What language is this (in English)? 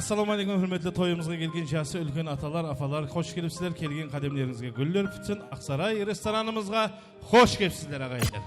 Kara-Kalpak